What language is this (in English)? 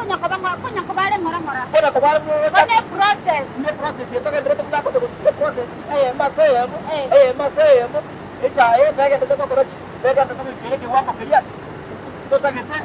Gusii